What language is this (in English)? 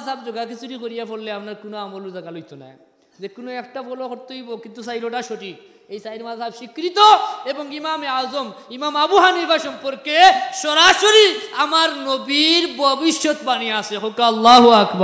Sylheti